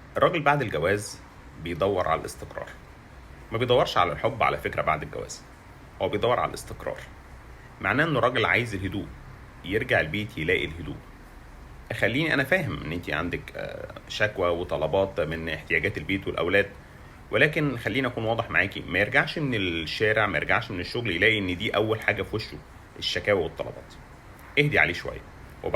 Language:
Egyptian Arabic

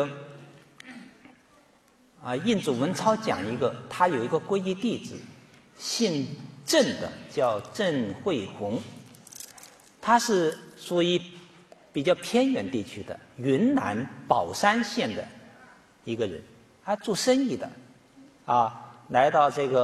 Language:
Chinese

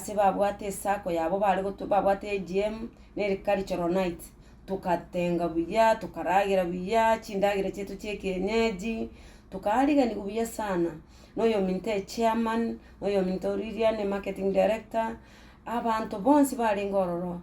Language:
Gusii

